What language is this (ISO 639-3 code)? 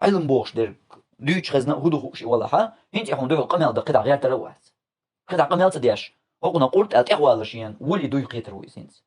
che